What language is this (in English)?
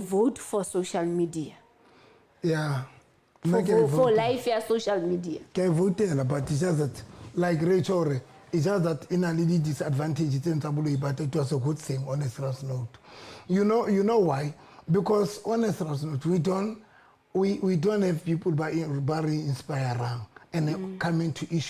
Southern Sotho